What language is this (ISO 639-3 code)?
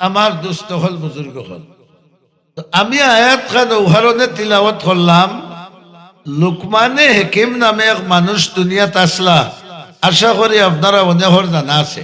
syl